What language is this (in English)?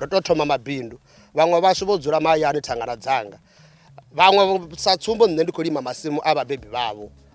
Venda